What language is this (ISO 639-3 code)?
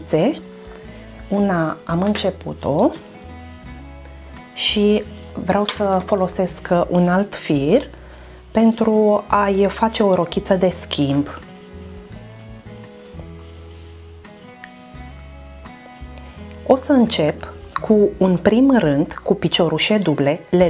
ron